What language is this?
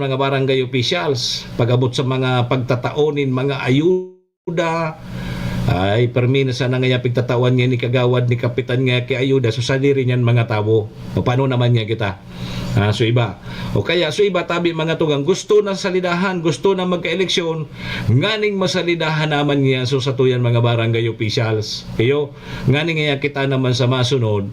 Bikol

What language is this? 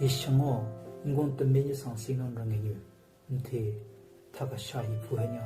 Southern Rengma Naga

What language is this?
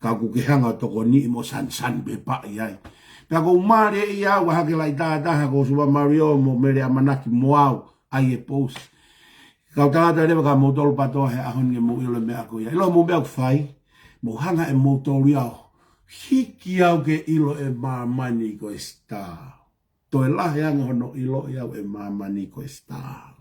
Tongan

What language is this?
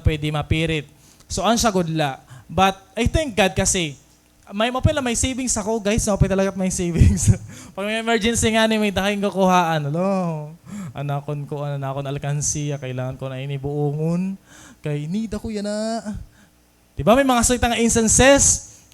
Waray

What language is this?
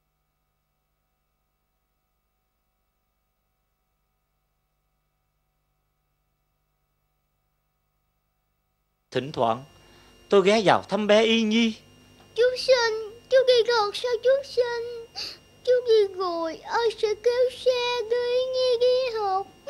Vietnamese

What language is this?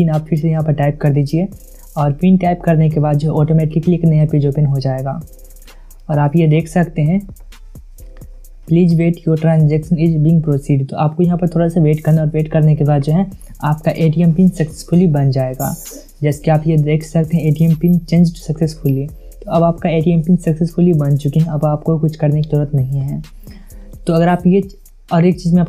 Hindi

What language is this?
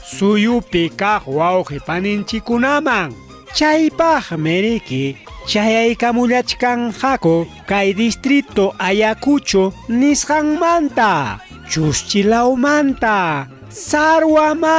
Ayacucho Quechua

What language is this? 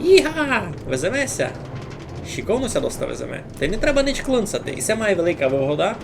Rusyn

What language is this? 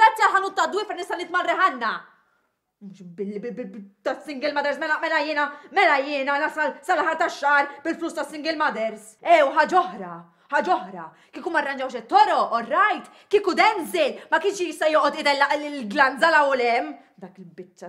Maltese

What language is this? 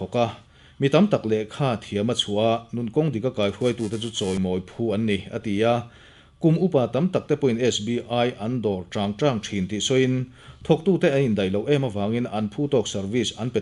Mizo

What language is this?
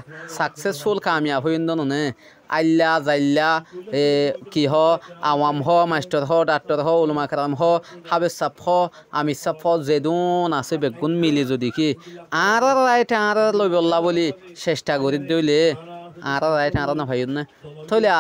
Rohingya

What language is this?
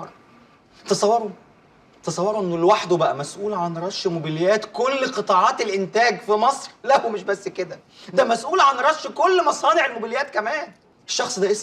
Egyptian Arabic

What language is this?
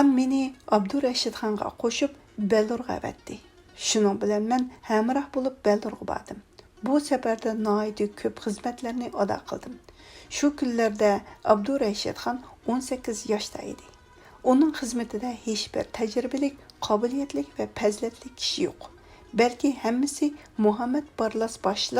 Uyghur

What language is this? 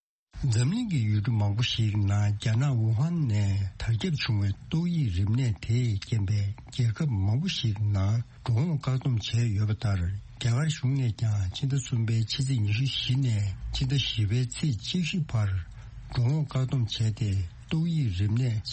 Tibetan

